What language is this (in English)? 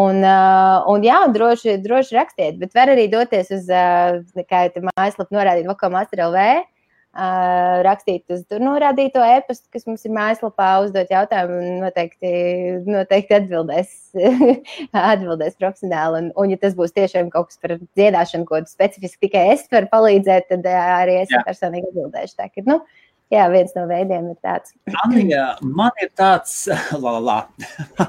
Latvian